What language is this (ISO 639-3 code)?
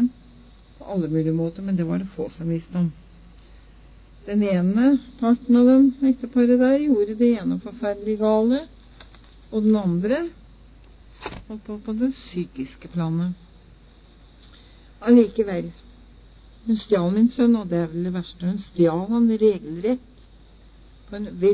nor